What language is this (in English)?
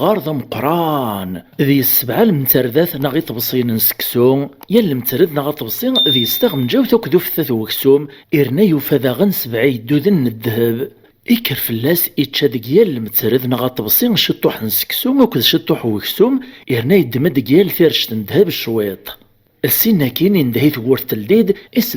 Kabyle